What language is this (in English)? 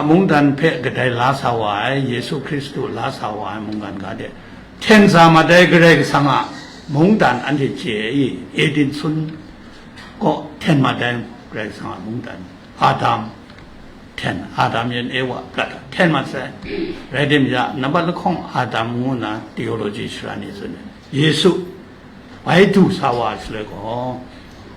Kachin